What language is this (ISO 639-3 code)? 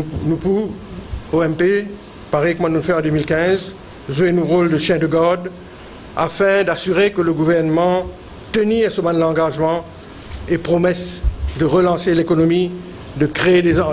mfe